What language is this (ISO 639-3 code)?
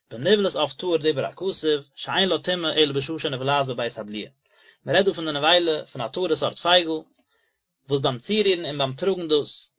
yid